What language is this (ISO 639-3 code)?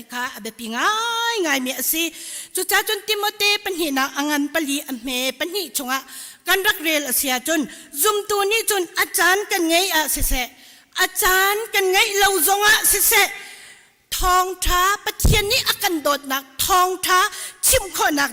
cnh